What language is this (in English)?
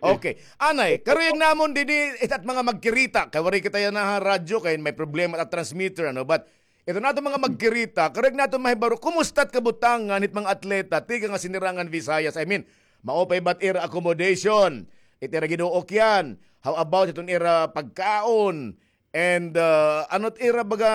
Waray